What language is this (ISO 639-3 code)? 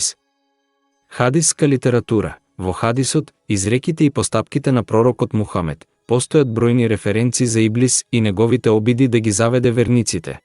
mkd